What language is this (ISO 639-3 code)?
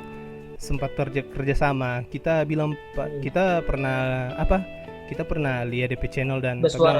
xmm